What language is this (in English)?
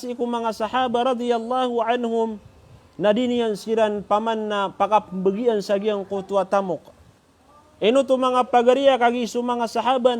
Maranao